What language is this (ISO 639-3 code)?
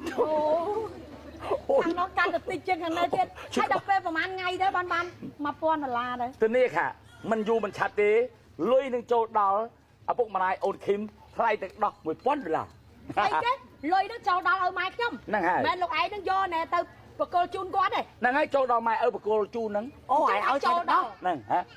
khm